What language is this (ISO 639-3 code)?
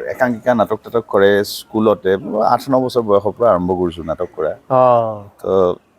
asm